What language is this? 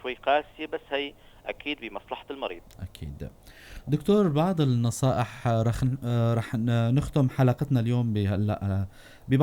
North Levantine Arabic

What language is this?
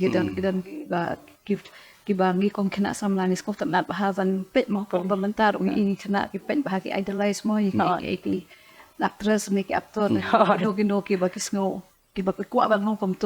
Khasi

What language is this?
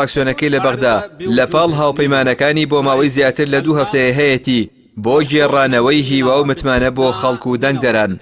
Central Kurdish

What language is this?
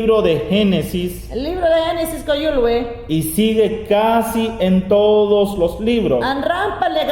Mayangna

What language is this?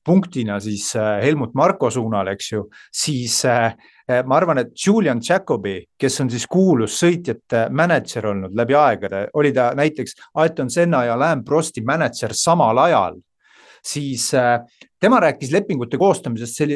Estonian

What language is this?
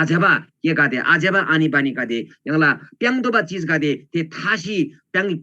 Eastern Tamang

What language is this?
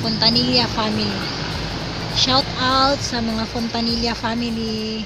Cebuano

